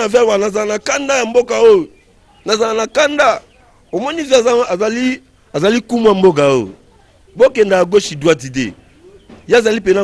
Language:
Lingala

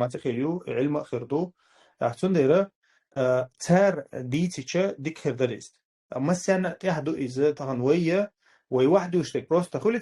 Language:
Chechen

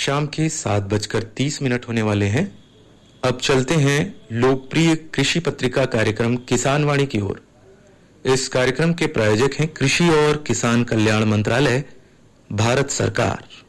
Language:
Hindi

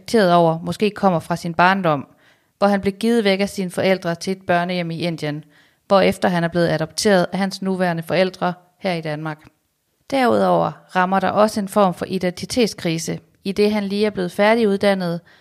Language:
Danish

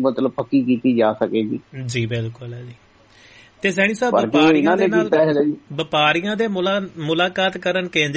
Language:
Punjabi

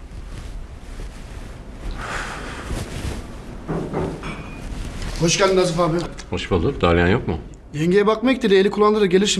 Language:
Turkish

